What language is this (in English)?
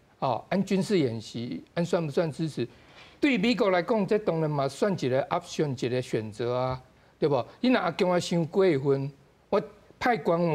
Min Nan Chinese